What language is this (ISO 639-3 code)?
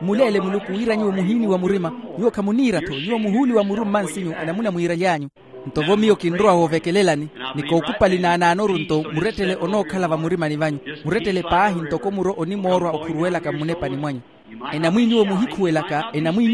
vmw